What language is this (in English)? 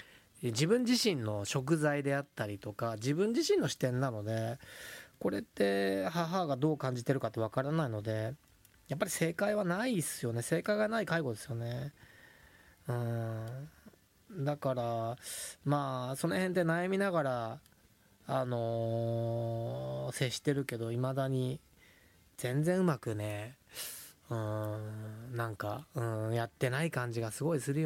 Japanese